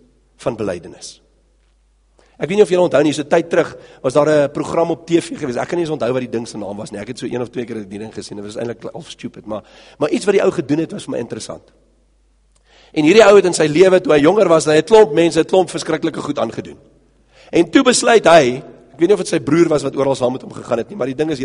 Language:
Afrikaans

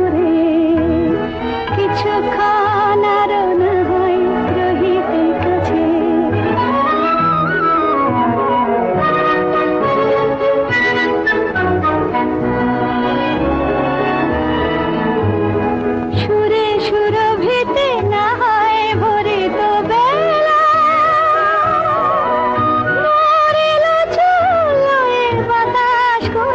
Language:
Bangla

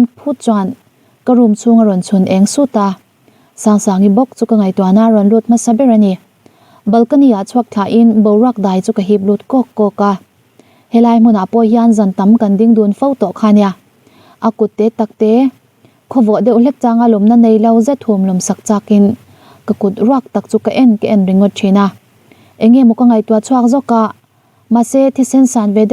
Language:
Mizo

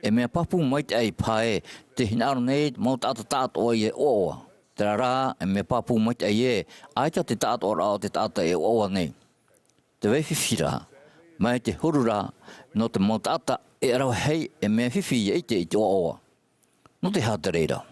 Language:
Tahitian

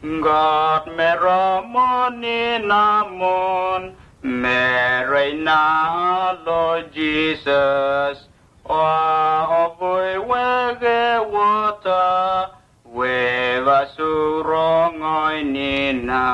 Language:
Vurës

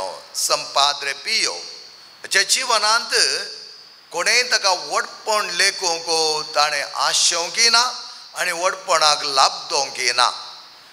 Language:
Konkani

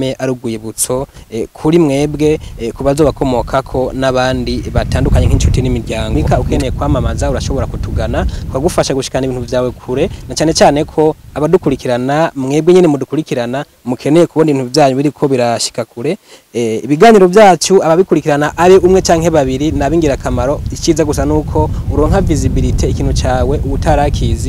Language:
Rundi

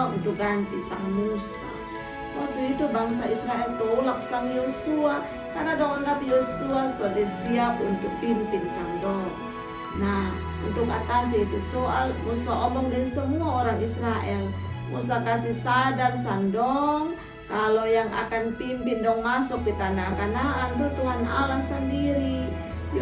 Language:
Kupang Malay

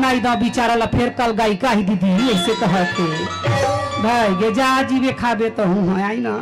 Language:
Chhattisgarhi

